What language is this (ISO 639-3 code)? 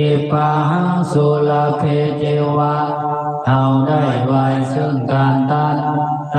pli